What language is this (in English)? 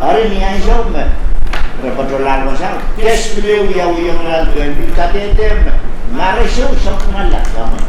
Pohnpeian